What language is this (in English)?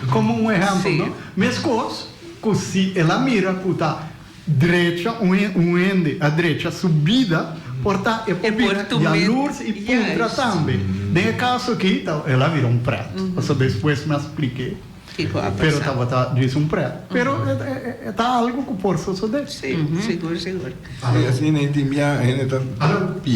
Papiamento